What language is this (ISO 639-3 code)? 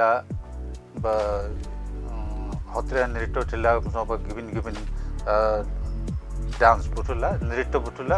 dis